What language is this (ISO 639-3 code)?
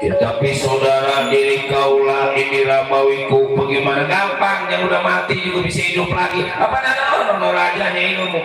bew